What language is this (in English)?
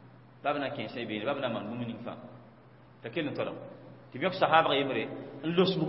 Mossi